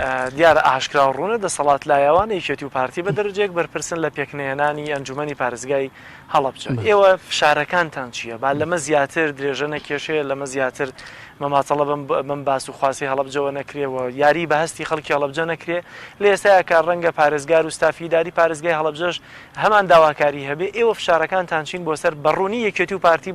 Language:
Central Kurdish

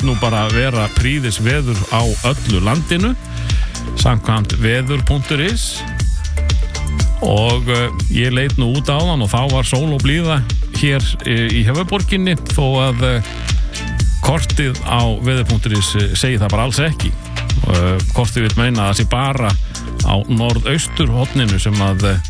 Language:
Icelandic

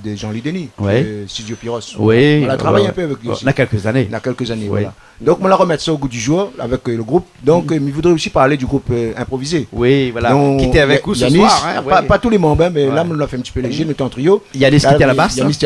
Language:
Réunion Creole French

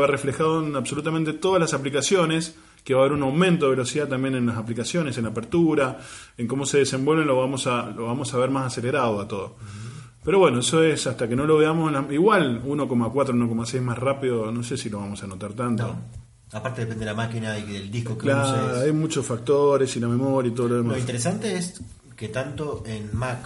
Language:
Spanish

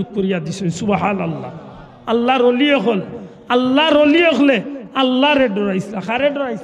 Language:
Sylheti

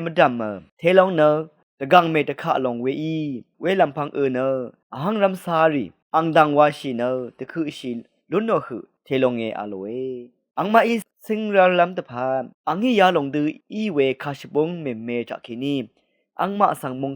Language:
Rawang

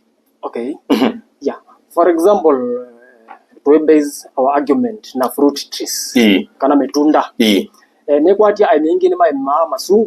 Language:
Kamba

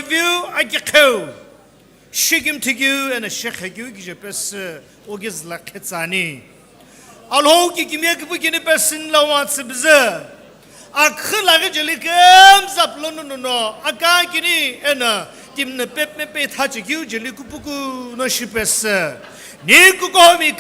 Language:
Sumi Naga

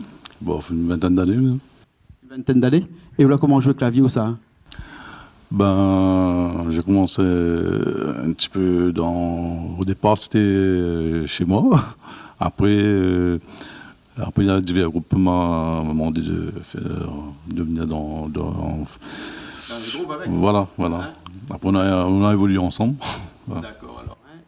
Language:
Réunion Creole French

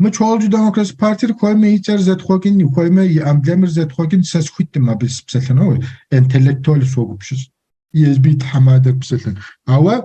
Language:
Kabardian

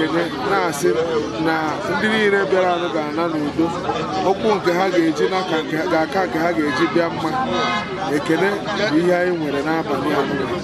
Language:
Igbo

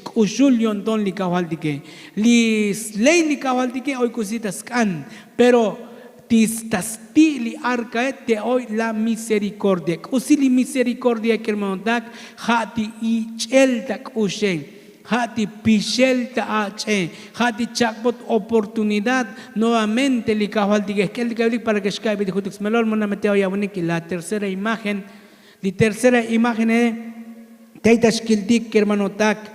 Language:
Tzotzil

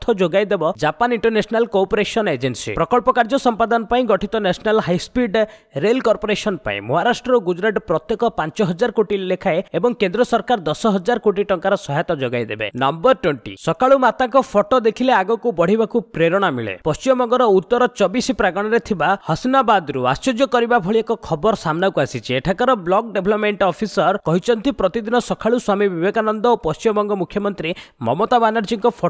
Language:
Odia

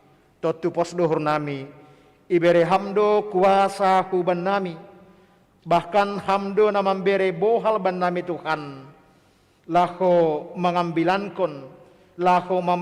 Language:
Batak Simalungun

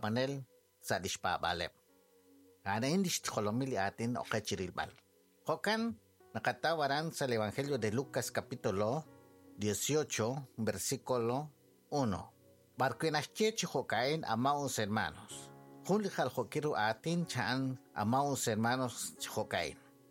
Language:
Kekchí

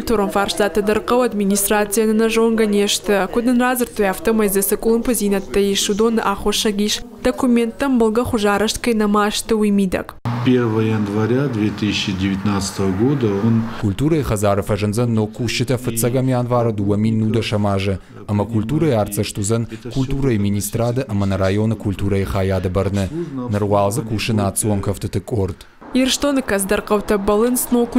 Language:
Ossetic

